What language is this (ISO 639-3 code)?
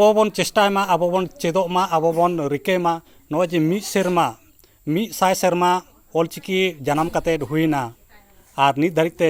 sat